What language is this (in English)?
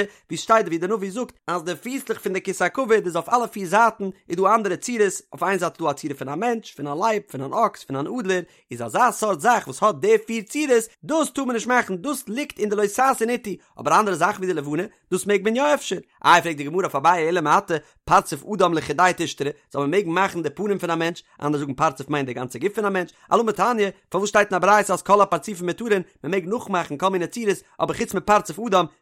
Yiddish